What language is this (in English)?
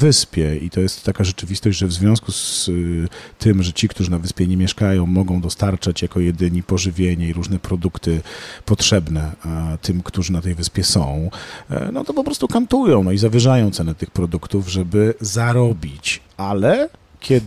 Polish